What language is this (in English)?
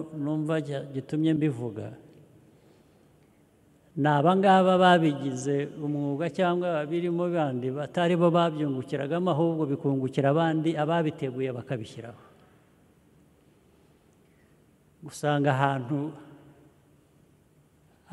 Kinyarwanda